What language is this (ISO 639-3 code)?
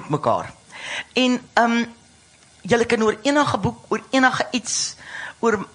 afr